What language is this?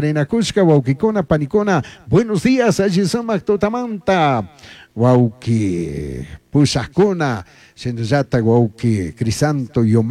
Chimborazo Highland Quichua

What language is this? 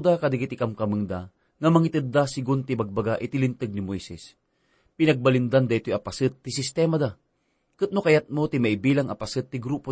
Iloko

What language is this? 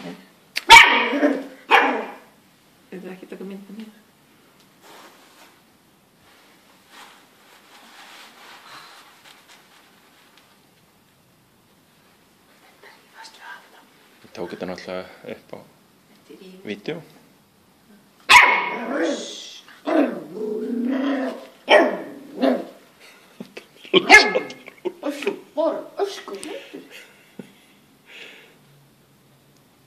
Icelandic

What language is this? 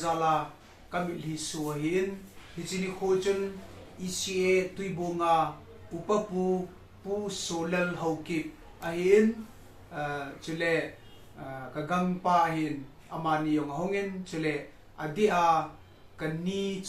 Thado Chin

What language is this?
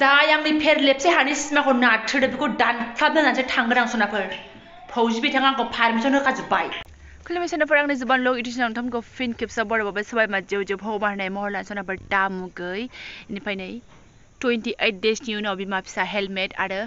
Bodo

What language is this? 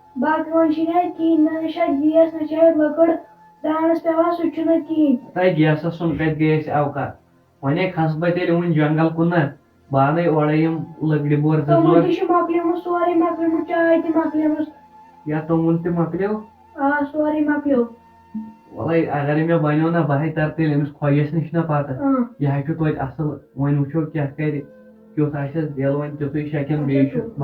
Kashmiri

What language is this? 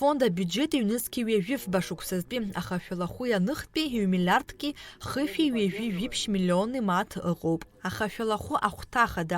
Abkhazian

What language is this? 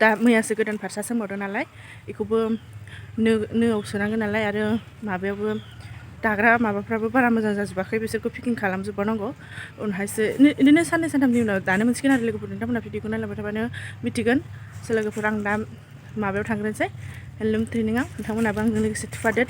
Bodo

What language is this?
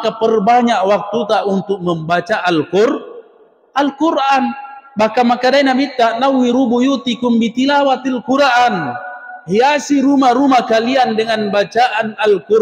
Buginese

